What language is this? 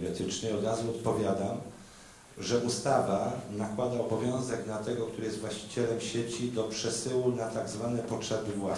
Polish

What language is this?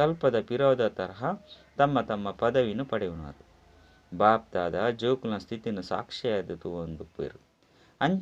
Tulu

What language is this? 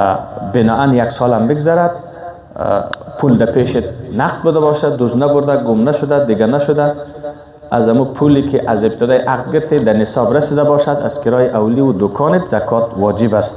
Persian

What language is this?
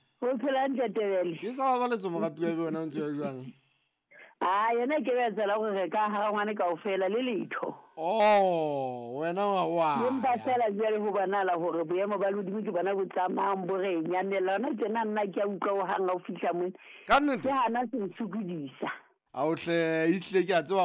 Southern Sotho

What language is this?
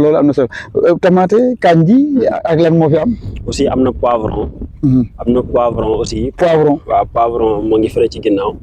Wolof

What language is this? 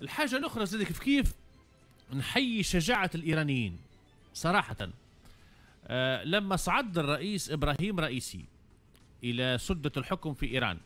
Tunisian Arabic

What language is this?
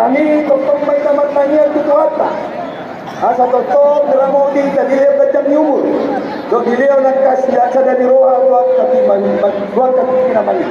Batak Toba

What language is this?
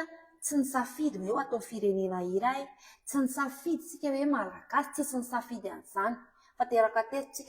Malagasy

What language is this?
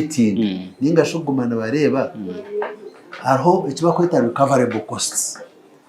Nyankole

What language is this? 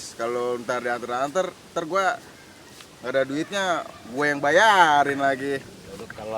Betawi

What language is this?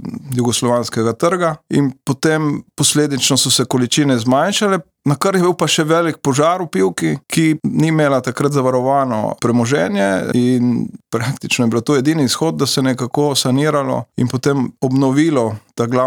Slovenian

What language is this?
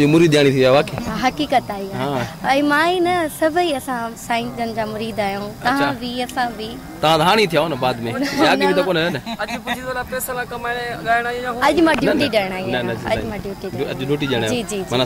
Sindhi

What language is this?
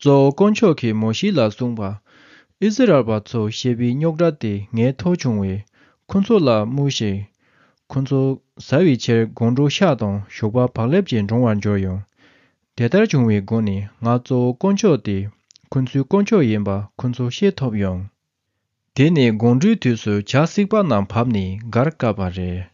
Tibetan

